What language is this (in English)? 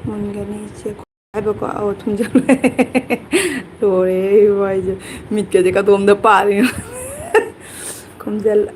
Manipuri